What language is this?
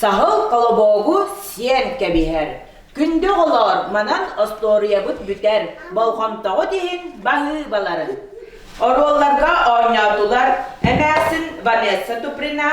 Yakut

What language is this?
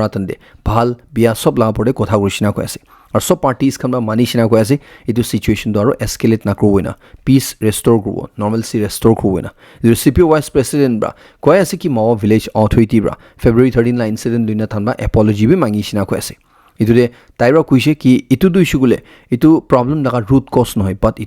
Naga Pidgin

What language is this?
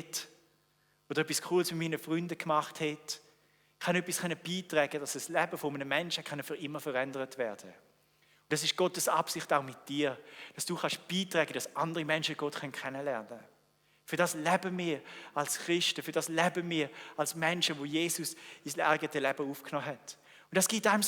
Swiss German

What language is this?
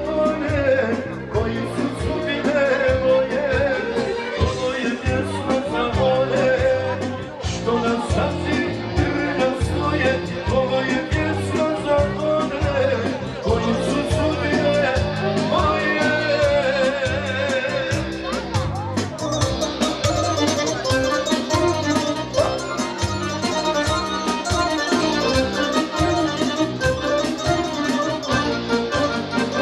Serbian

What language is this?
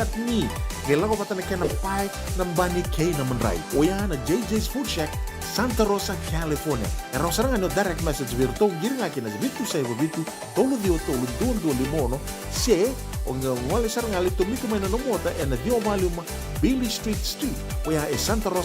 Fijian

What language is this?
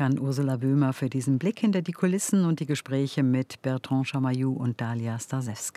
German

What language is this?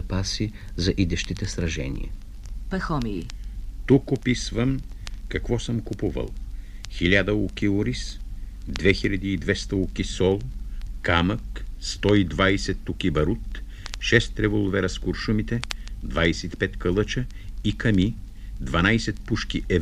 Bulgarian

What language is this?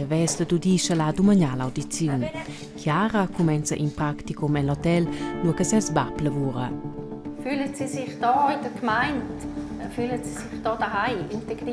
Romansh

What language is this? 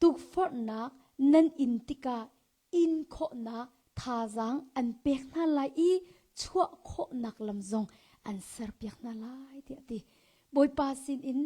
Hakha Chin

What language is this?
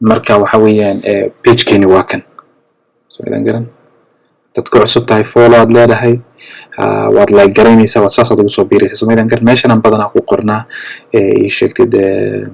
Somali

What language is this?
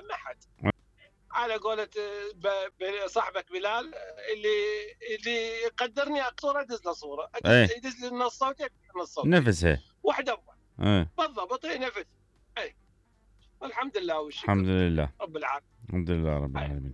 Mesopotamian Arabic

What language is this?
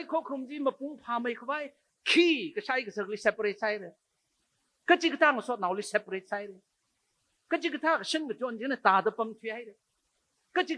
Tangkhul Naga (India)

